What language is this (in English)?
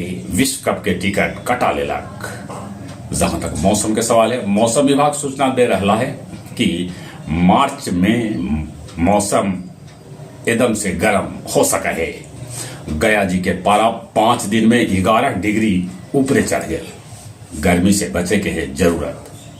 Magahi